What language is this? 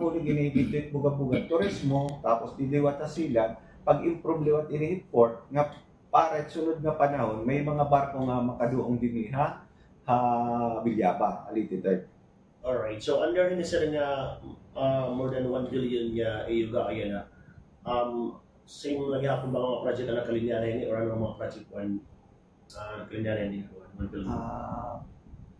Waray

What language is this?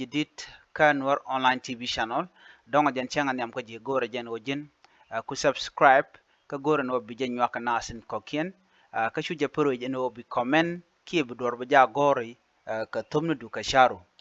Nuer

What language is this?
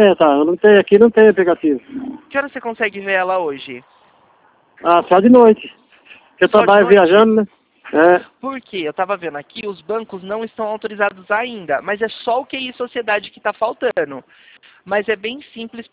Portuguese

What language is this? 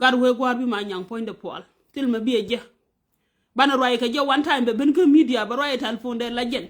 Nuer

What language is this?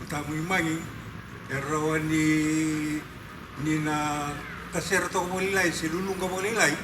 Fijian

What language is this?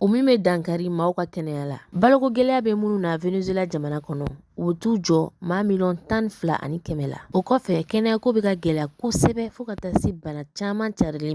Bambara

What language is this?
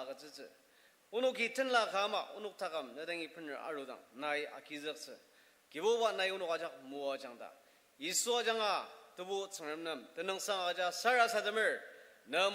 Ao Naga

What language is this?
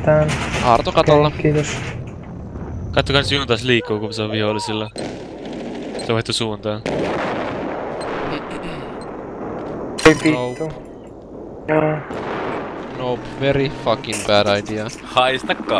Finnish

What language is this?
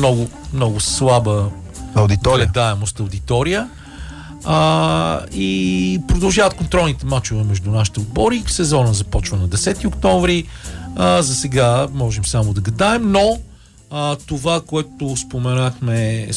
Bulgarian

